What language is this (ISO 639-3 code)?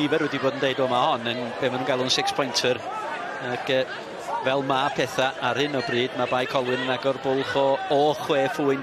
cym